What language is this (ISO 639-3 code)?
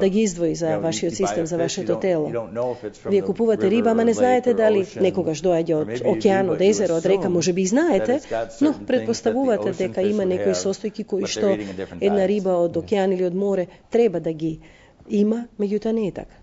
mkd